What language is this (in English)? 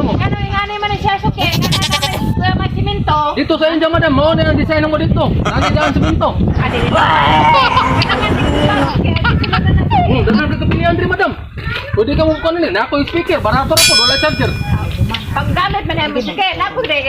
Cebuano